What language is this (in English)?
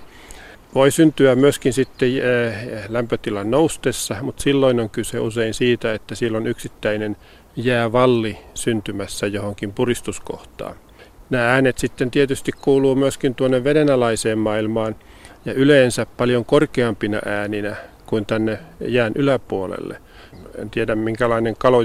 Finnish